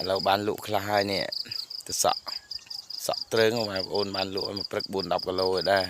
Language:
Khmer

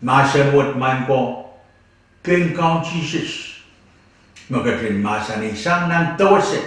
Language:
Pohnpeian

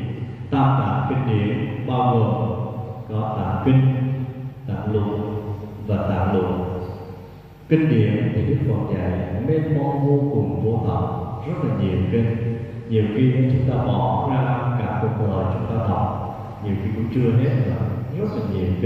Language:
Vietnamese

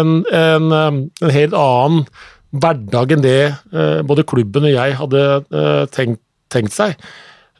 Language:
Norwegian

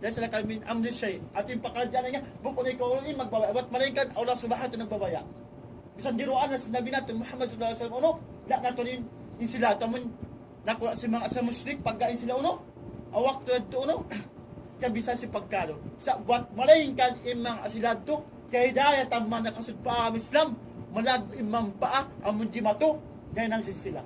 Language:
Tausug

